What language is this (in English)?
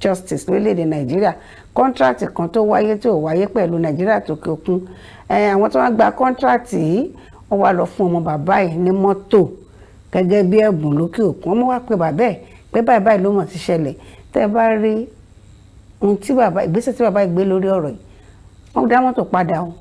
Yoruba